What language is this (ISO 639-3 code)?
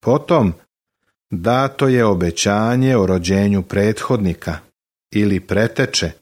srp